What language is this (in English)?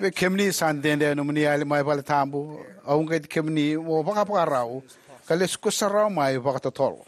Fijian